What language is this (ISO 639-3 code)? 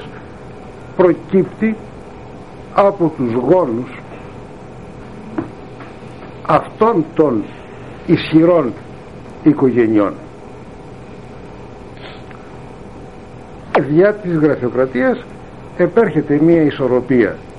ell